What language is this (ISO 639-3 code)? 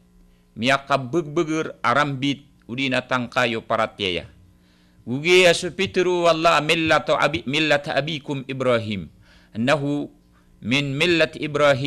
mrw